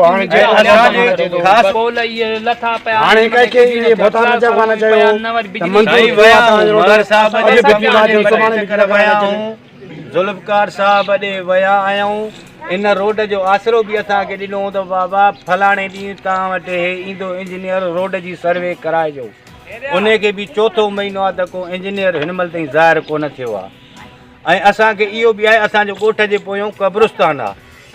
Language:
Sindhi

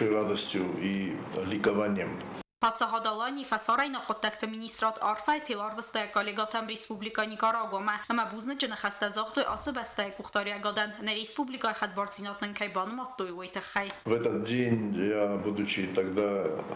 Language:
Ossetic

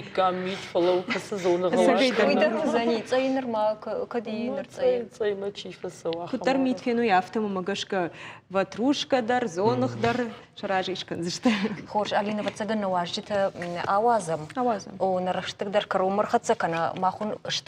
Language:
Ossetic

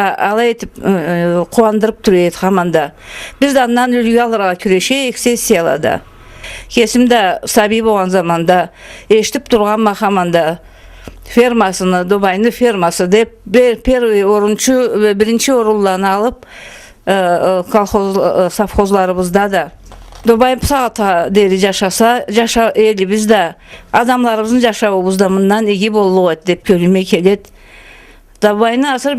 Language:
Karachay-Balkar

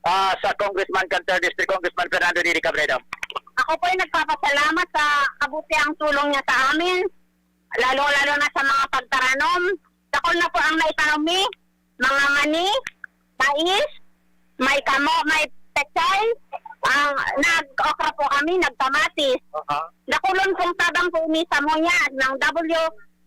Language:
Bikol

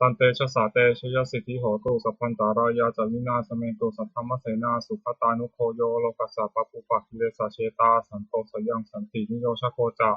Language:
Pali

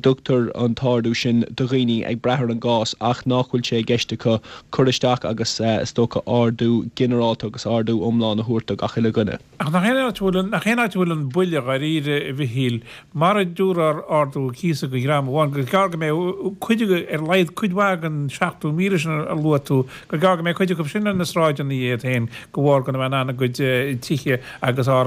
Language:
Irish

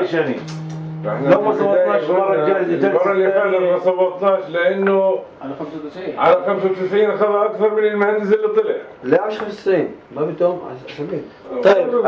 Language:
North Levantine Arabic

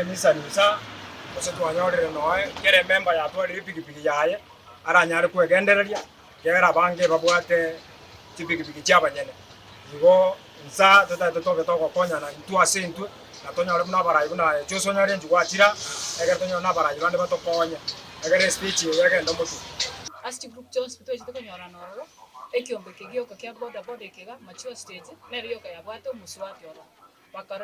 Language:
Gusii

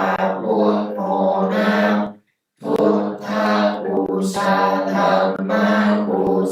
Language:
Pali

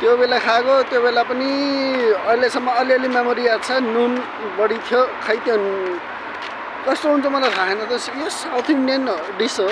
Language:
Nepali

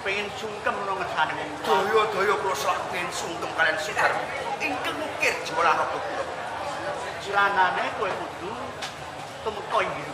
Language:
Javanese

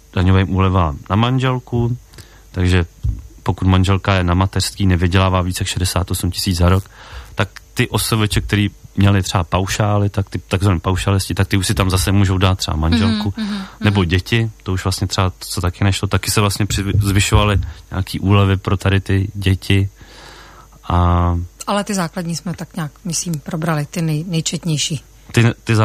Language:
Czech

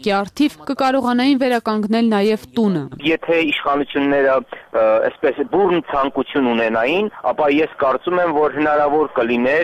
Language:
Armenian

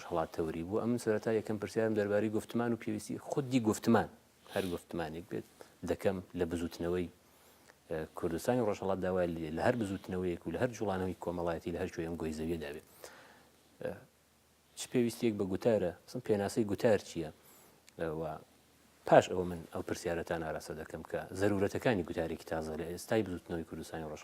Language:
Central Kurdish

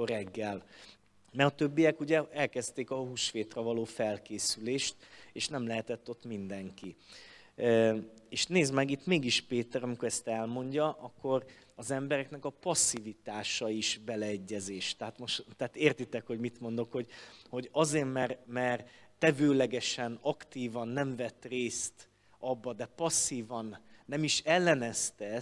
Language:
Hungarian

